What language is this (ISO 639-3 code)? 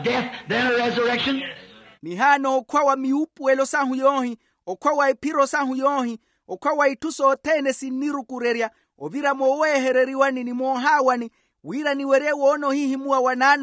vmw